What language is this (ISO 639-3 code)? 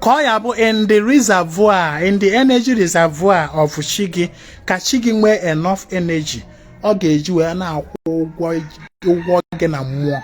ibo